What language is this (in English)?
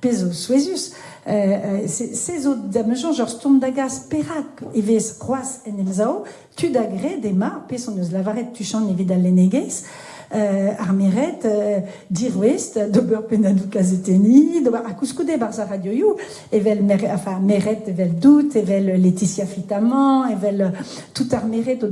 Breton